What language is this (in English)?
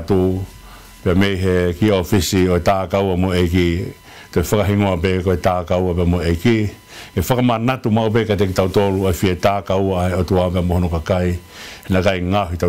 Tongan